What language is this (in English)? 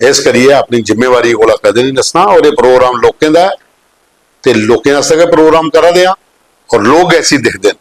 Dogri